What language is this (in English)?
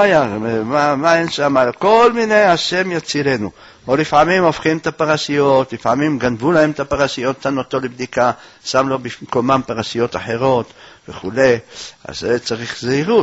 Hebrew